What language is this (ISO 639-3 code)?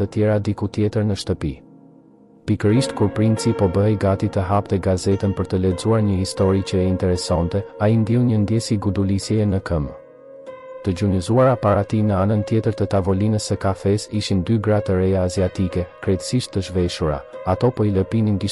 sqi